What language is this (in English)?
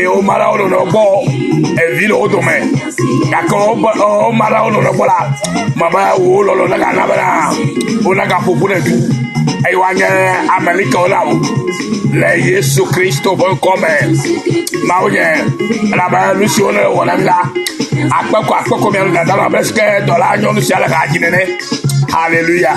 Ewe